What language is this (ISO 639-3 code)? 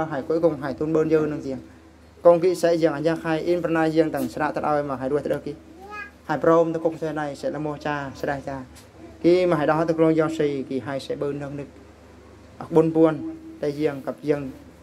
bru